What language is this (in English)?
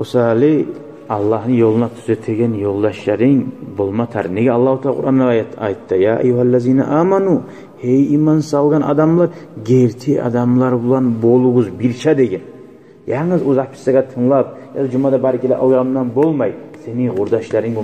Kumyk